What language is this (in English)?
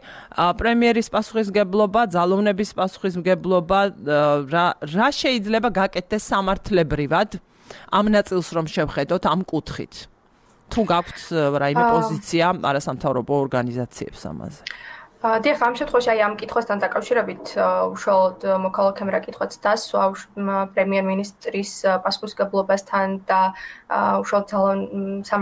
Georgian